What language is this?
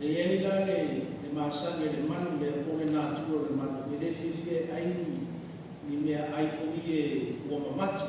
Samoan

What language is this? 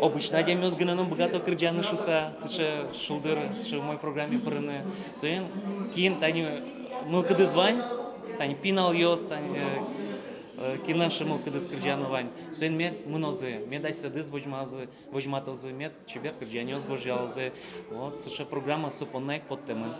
Udmurt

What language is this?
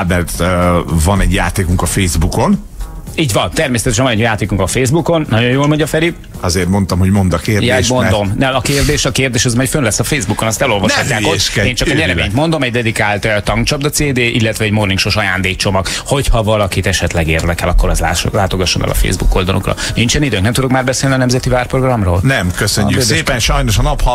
Hungarian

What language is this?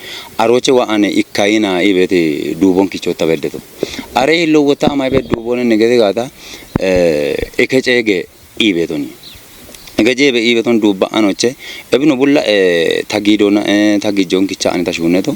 Kafa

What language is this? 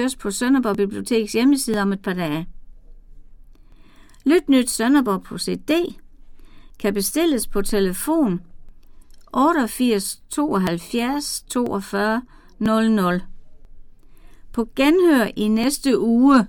Danish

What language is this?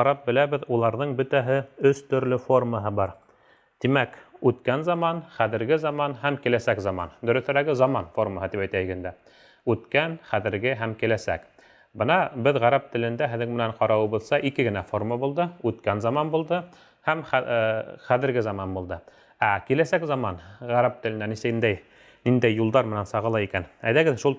Bashkir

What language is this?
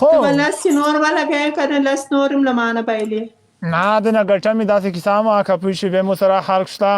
Pashto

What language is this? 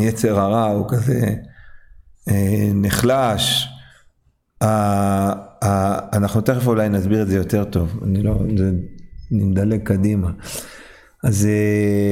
Hebrew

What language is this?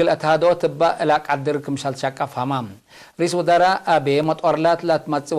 Tigre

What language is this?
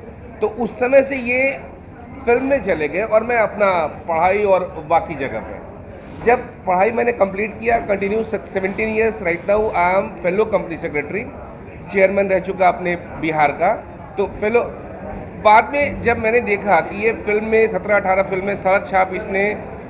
Hindi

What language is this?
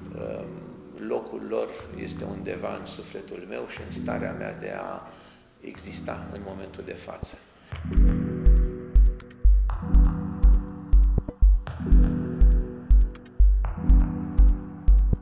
Romanian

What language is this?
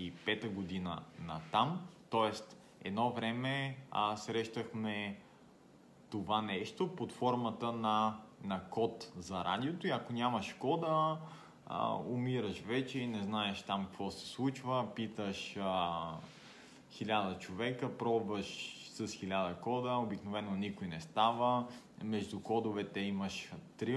Bulgarian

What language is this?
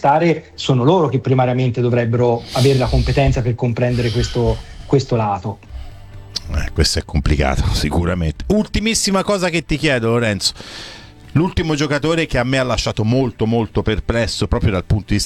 Italian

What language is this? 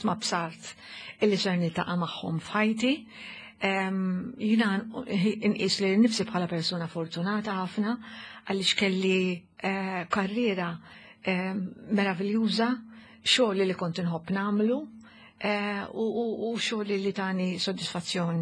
Maltese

